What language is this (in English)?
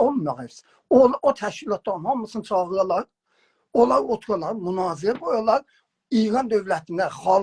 South Azerbaijani